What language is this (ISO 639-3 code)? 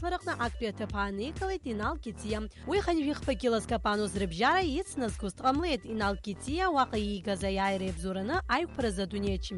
abk